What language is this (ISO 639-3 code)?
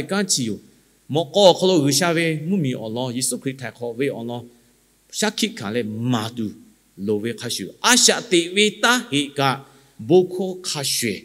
lhu